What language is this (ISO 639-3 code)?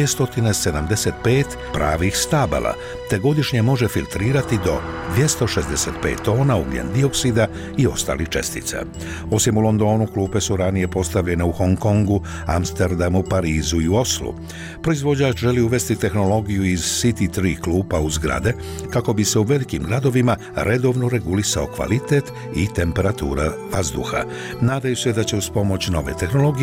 bos